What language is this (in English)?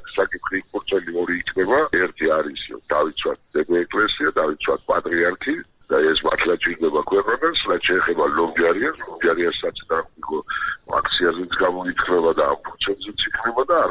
Georgian